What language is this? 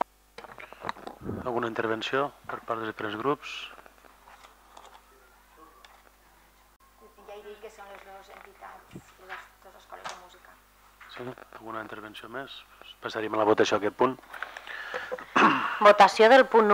Catalan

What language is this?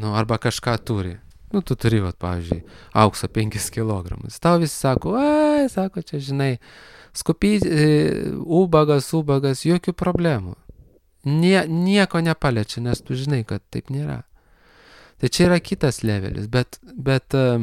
Lithuanian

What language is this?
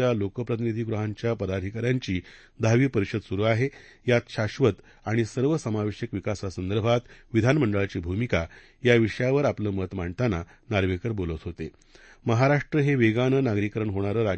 Marathi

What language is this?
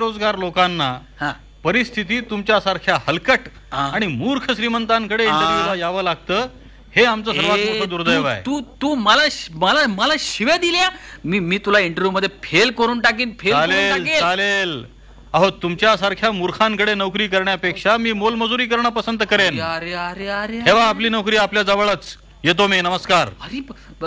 Marathi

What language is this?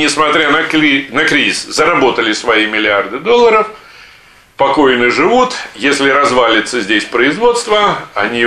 Russian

